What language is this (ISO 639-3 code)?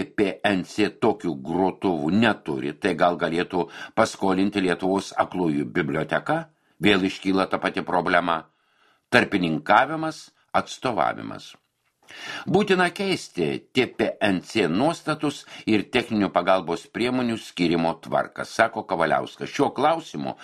lit